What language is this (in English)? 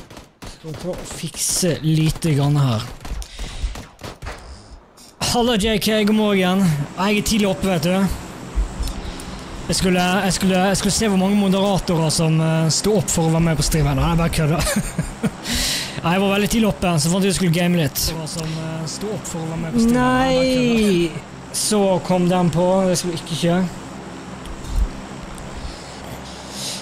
Norwegian